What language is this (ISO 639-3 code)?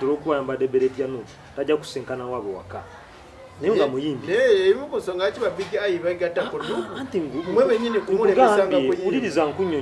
lug